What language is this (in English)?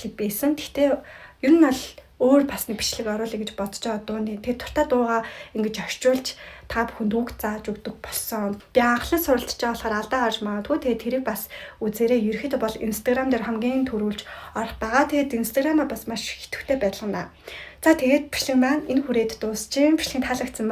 Mongolian